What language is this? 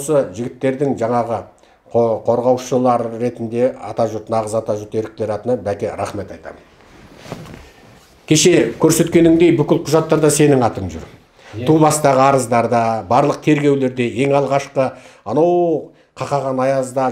Kazakh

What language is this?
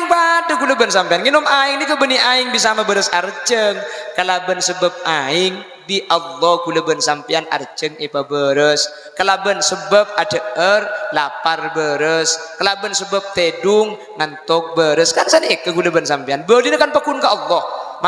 Madurese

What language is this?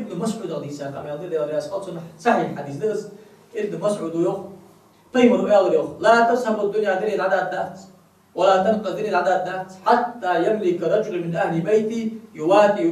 Ingush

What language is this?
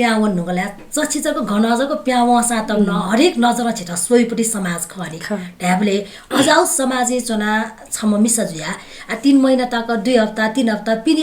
Newari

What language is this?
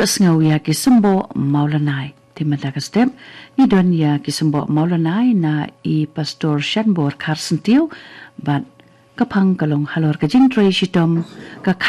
Khasi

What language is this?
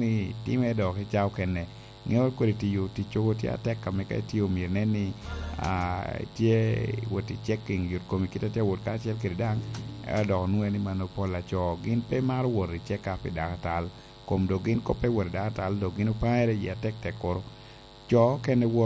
Lango (Uganda)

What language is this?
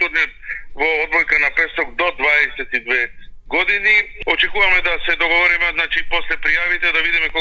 Macedonian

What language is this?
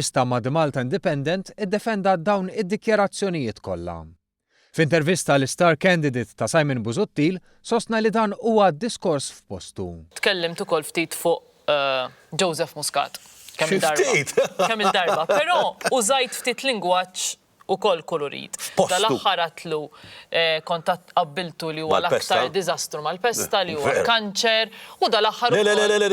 Maltese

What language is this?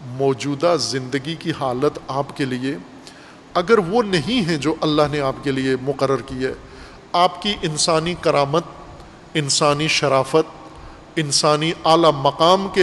Urdu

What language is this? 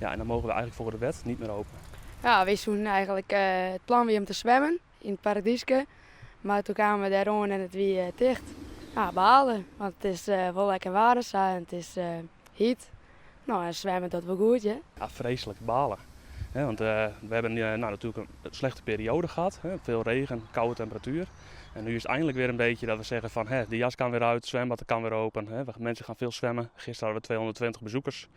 Western Frisian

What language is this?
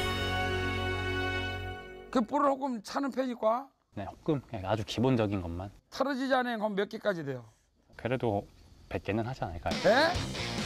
Korean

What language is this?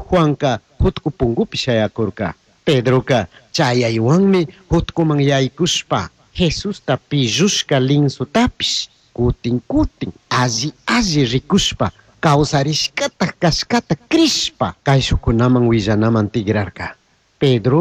Chimborazo Highland Quichua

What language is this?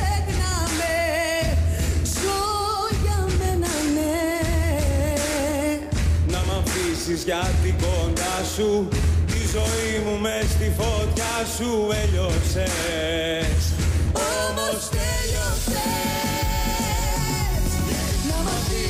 Greek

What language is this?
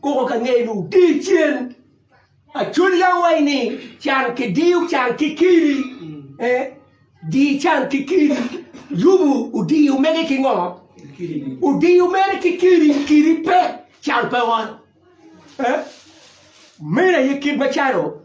Acoli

